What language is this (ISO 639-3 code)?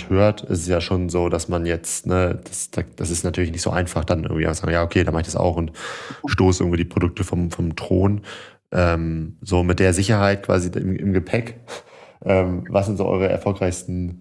deu